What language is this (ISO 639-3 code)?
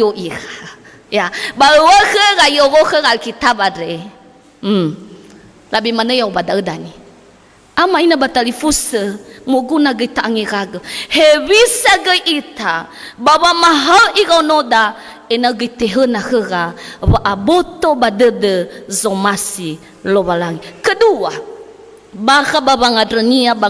nia